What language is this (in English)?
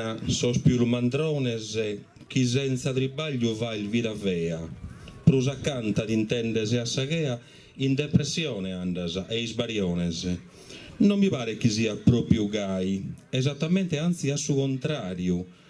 Sardinian